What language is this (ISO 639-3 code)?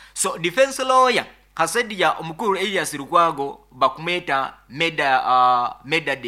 nyn